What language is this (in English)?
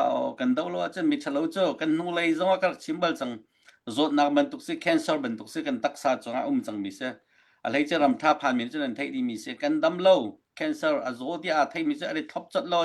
Hakha Chin